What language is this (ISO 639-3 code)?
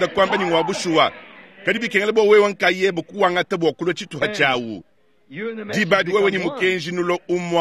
lua